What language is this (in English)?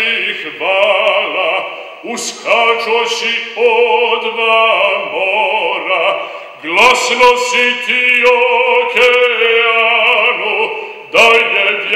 Serbian